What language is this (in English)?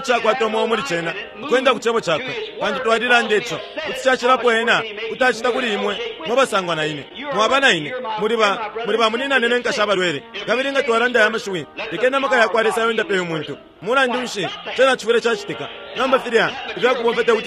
Bemba